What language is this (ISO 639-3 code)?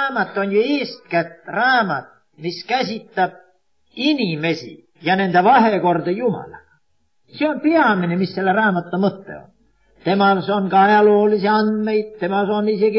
est